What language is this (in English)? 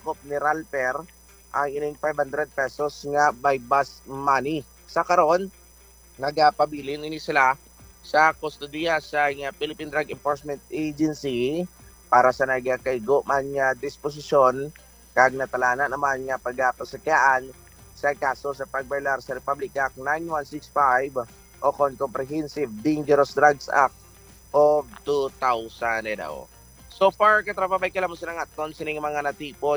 Hiligaynon